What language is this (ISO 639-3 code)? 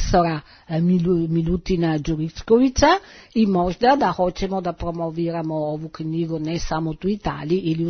srp